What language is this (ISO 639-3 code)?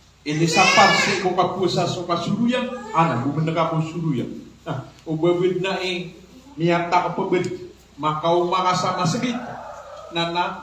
mrw